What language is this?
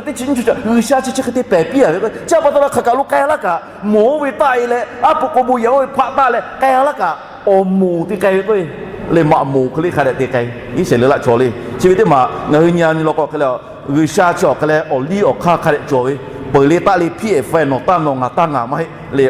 Lahu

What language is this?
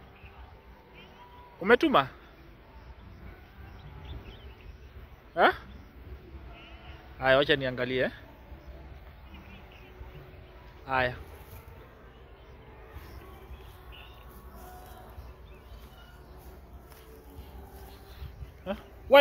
Swahili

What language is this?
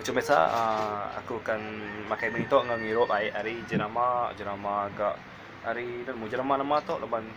Iban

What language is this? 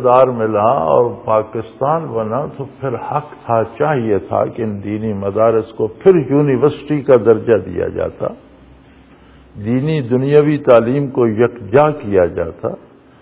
Urdu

